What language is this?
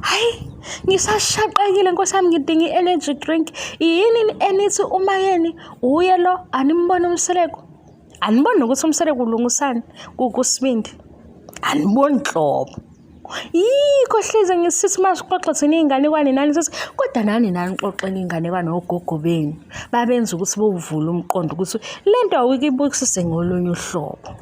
Zulu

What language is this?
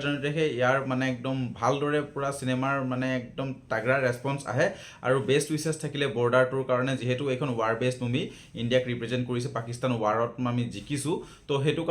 Assamese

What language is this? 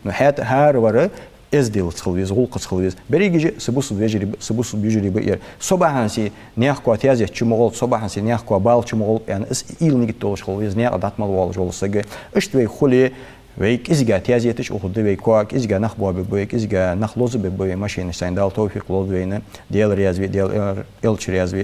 Ingush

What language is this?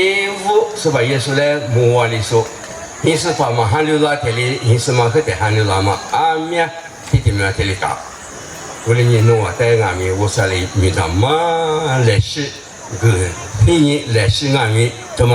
Lisu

